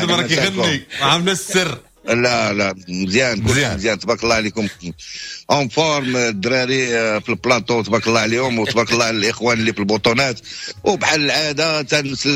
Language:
Moroccan Arabic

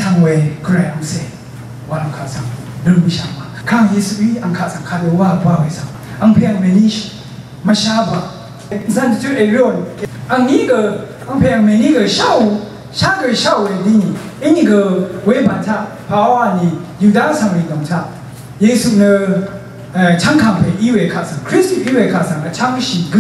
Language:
Rawang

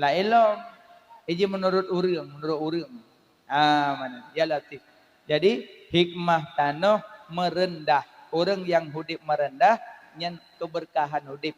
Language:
Achinese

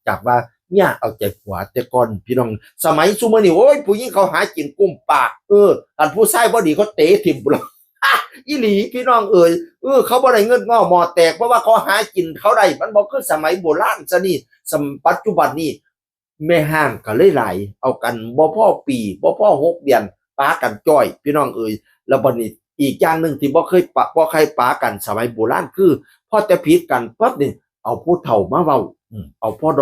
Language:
Northeastern Thai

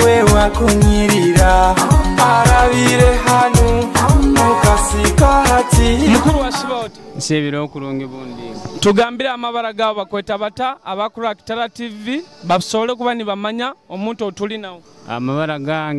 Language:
Nyoro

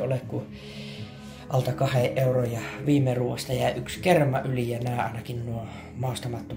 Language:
Finnish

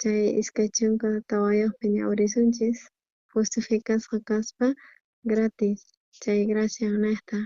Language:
South Bolivian Quechua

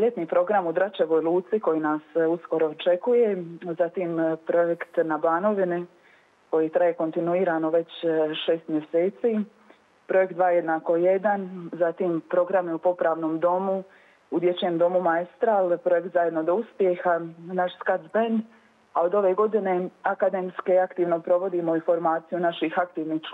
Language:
Croatian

